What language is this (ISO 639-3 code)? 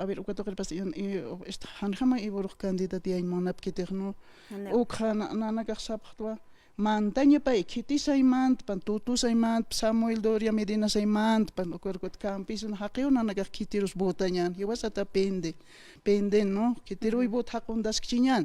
aym